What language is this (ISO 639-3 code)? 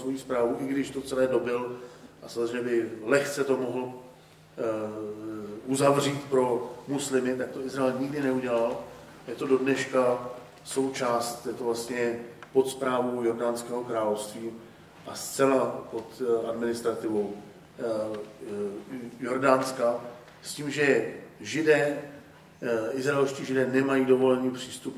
ces